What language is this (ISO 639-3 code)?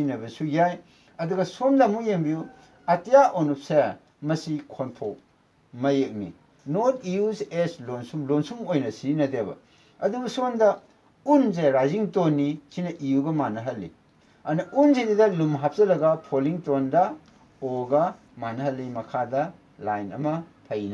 mni